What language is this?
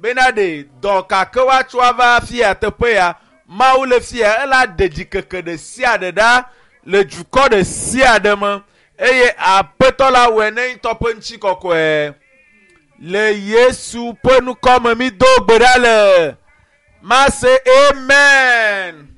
Ewe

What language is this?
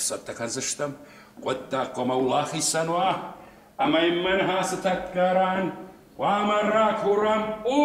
Ossetic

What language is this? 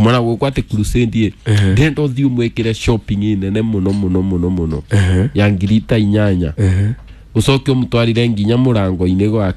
Kikuyu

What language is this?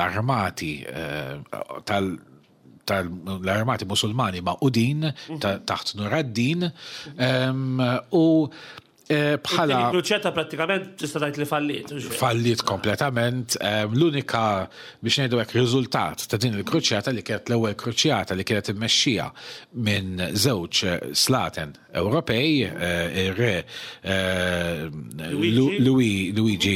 Maltese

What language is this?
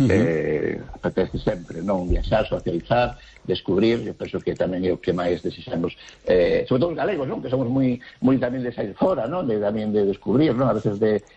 Galician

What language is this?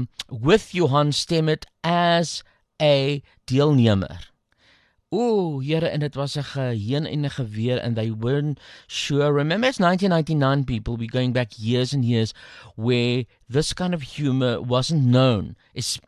Afrikaans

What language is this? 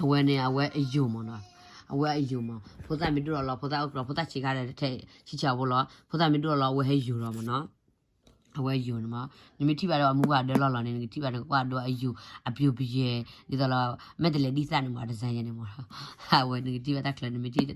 S'gaw Karen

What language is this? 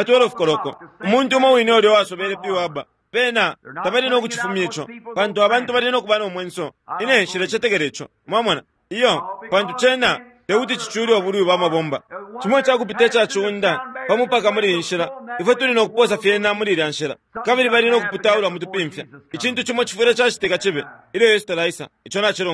Bemba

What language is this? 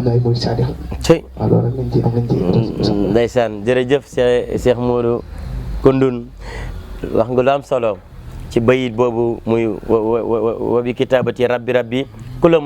Wolof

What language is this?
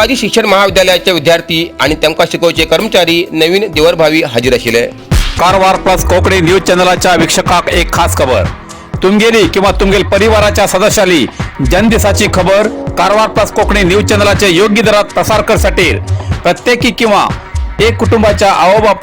Konkani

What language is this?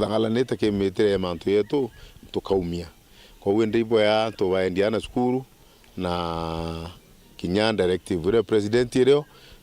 Meru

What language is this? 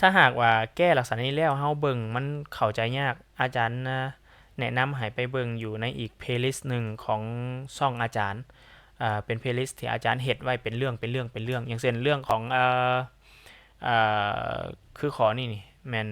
Lao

